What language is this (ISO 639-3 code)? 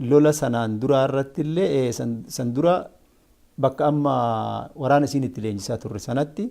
orm